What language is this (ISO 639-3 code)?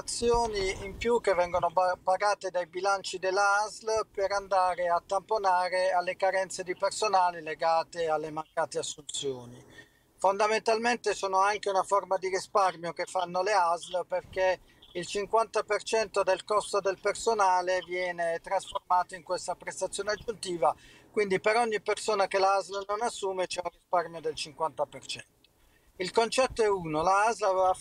ita